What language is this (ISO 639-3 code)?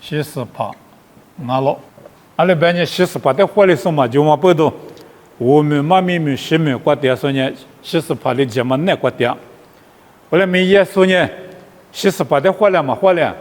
lis